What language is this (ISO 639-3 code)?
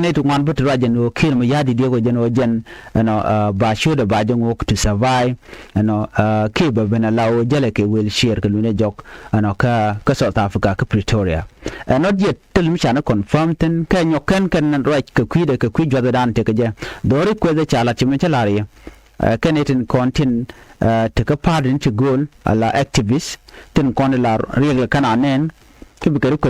nus